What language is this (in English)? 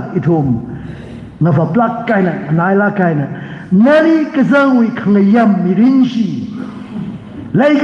Tangkhul Naga (India)